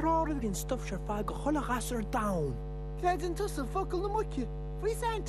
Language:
Irish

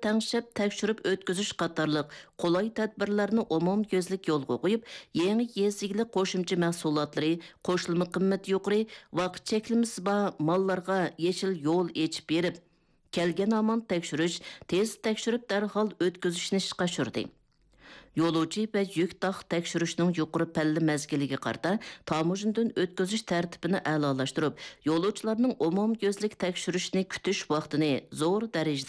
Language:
Uyghur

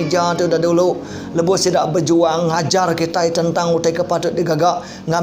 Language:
Iban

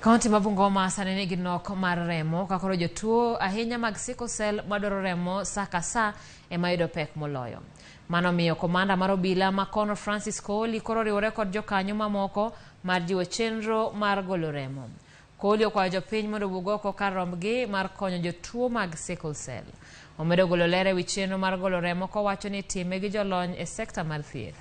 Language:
Luo (Kenya and Tanzania)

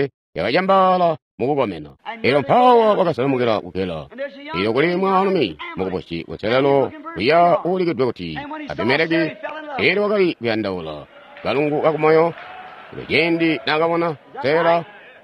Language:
Tonga (Zambia)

